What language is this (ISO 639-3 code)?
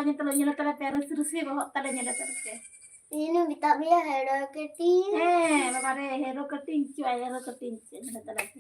sat